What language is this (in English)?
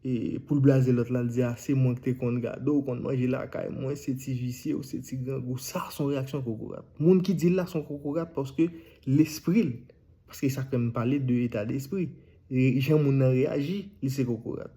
Haitian Creole